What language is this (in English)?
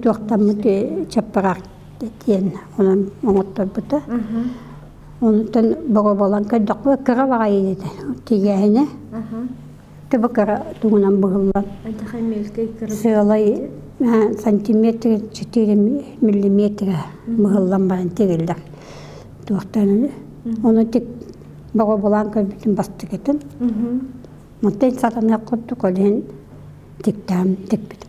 Yakut